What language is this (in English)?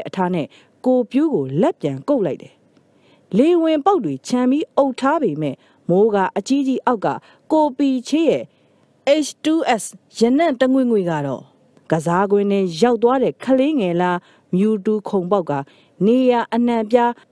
Burmese